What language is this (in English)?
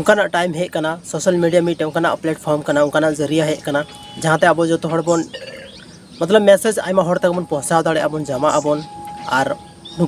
Santali